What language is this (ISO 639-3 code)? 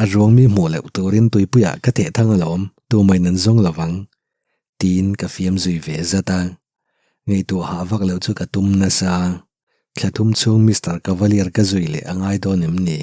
lus